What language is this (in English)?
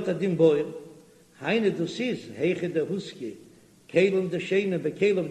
Yiddish